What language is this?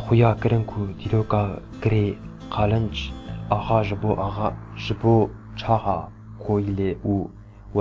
Kurdish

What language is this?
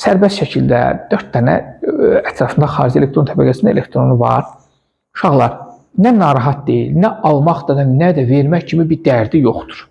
Azerbaijani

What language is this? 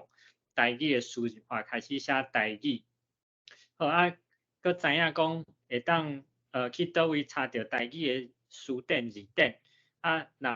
Min Nan Chinese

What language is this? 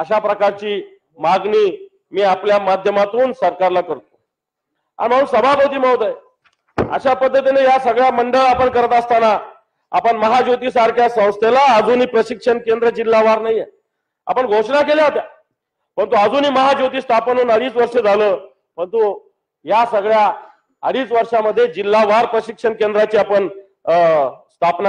Marathi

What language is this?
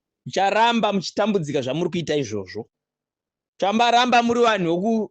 Shona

